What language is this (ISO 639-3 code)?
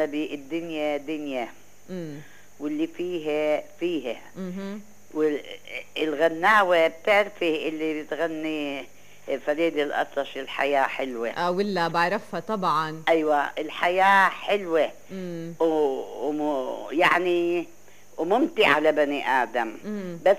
apc